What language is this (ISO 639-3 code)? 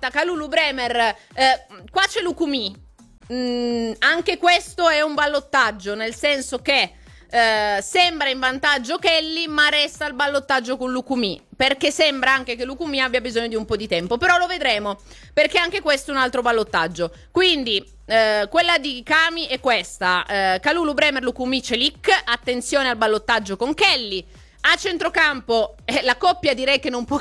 ita